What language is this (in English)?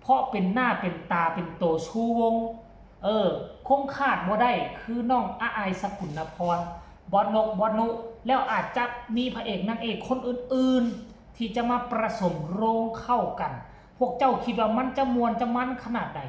Northeastern Thai